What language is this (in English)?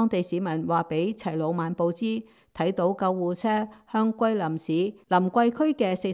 Cantonese